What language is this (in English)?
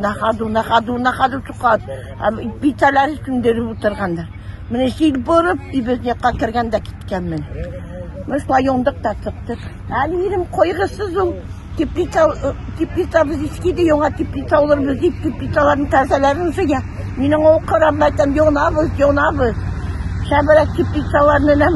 Tatar